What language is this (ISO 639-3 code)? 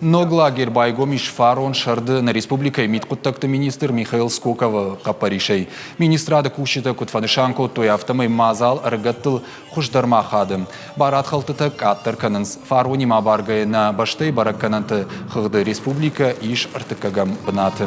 oss